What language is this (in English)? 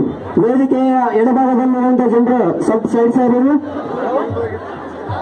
Kannada